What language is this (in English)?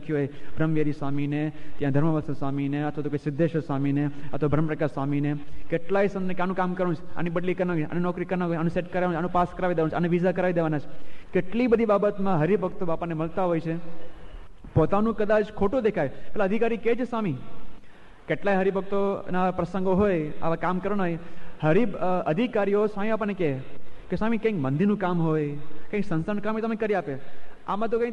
Gujarati